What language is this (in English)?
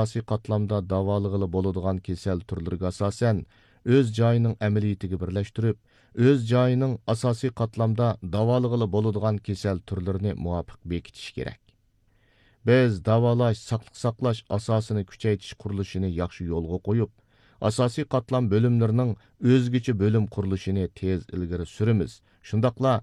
Uyghur